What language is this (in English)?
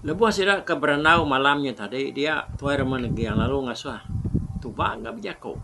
Iban